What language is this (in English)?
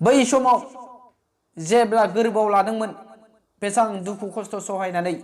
Bodo